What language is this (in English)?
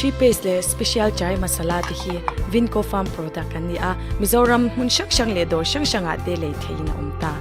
Mizo